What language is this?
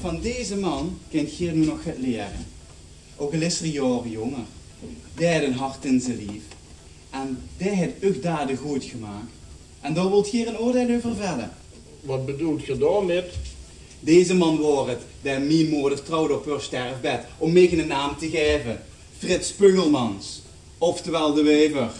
Limburgish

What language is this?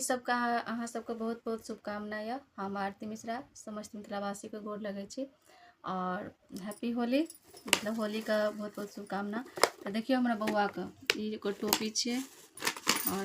Maithili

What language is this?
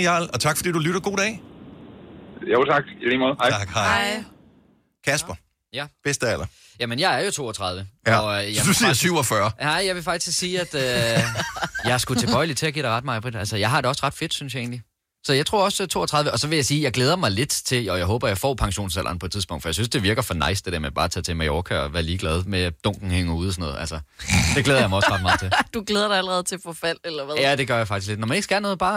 Danish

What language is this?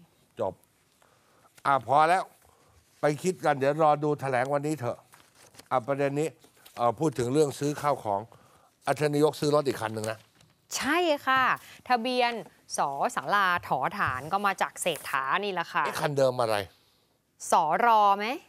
Thai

